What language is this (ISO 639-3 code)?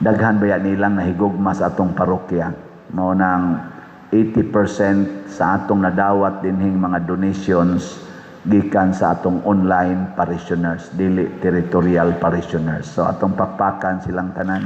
ceb